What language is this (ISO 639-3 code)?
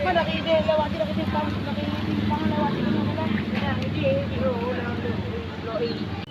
ace